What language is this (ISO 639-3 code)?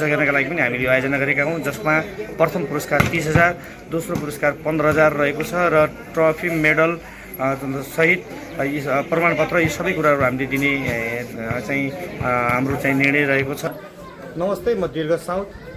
nep